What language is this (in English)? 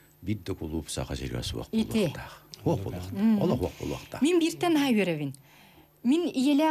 Yakut